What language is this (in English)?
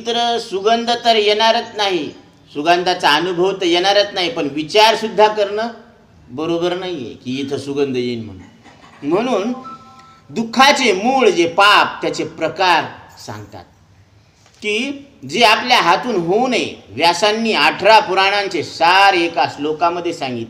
Marathi